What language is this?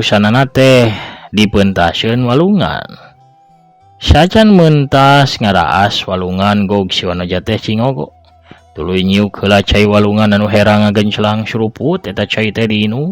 Sundanese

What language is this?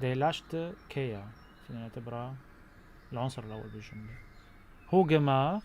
North Levantine Arabic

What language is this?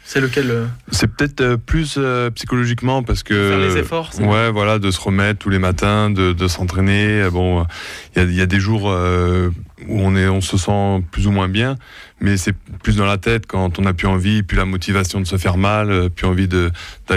French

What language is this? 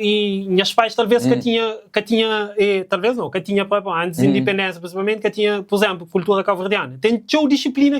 Kabuverdianu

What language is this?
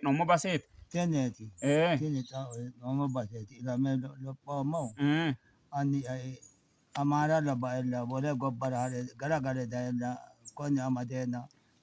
Sidamo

